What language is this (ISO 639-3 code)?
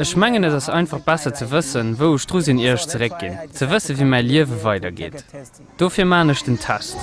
ltz